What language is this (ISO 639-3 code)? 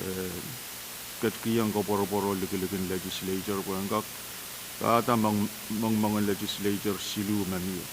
pon